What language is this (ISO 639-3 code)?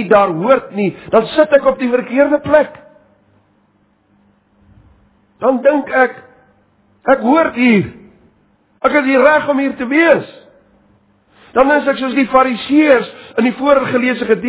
afr